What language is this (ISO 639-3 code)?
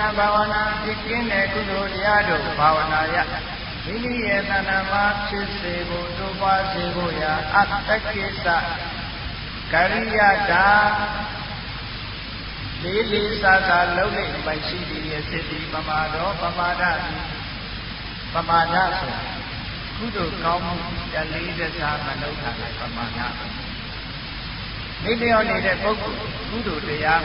mya